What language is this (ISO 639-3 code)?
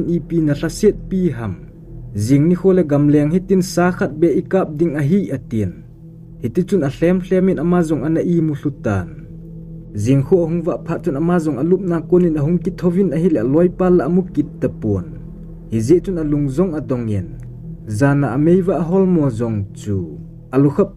tcz